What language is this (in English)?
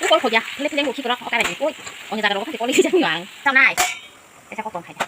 Kok Borok